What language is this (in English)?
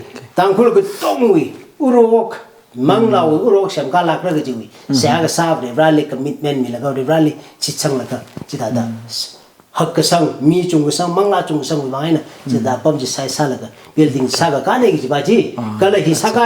Tangkhul Naga (India)